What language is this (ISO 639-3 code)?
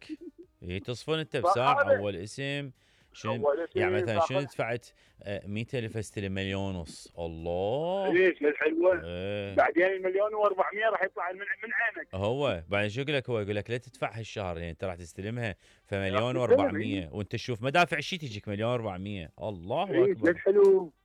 acm